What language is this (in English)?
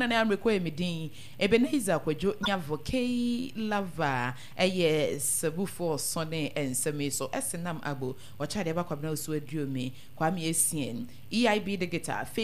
Akan